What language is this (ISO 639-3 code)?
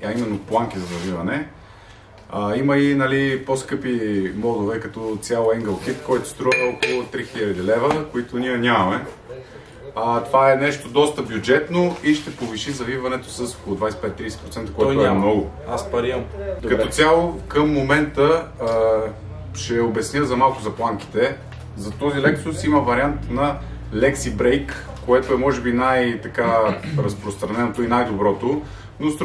bul